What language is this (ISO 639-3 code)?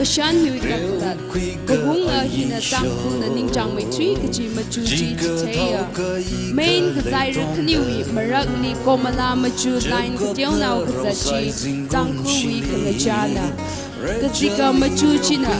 nmf